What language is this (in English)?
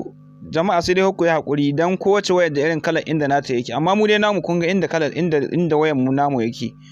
Hausa